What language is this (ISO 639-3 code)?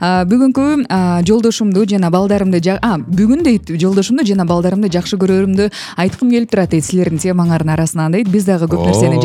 kir